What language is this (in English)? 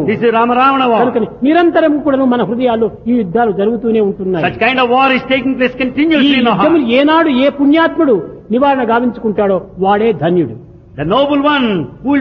Telugu